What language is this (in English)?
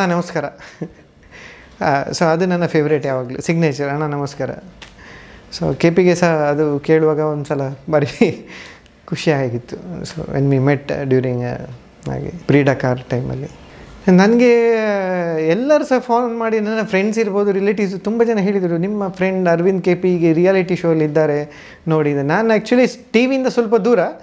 Kannada